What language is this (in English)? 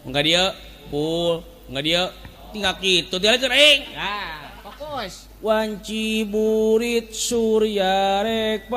Sundanese